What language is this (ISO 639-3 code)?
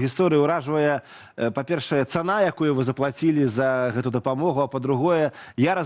bel